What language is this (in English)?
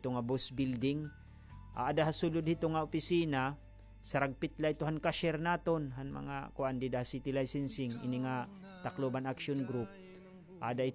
Waray